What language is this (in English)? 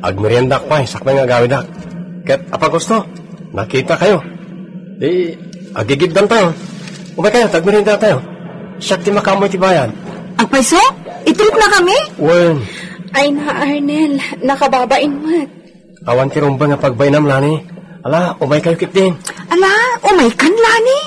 Iloko